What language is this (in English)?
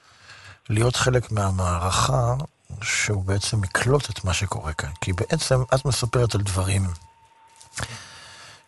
Hebrew